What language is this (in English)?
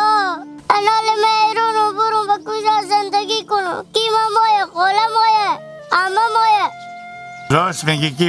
Hazaragi